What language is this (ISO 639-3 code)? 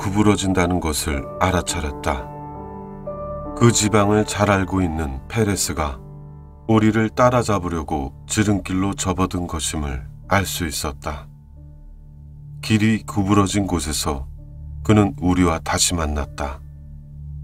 kor